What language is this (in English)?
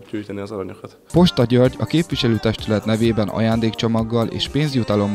Hungarian